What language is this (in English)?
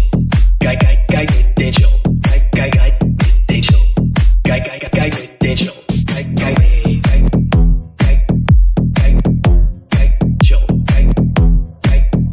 Afrikaans